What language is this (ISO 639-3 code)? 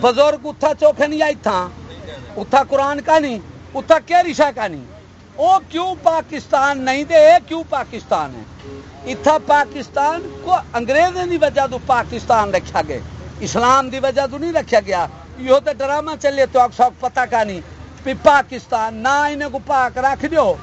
skr